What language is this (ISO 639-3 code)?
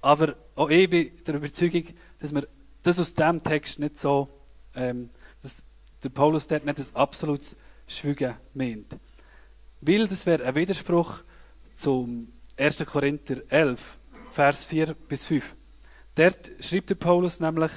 gsw